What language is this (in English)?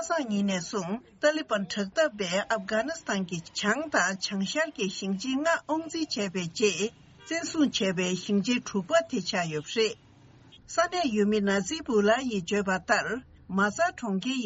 Tibetan